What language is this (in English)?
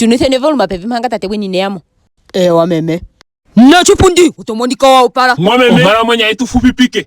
Ndonga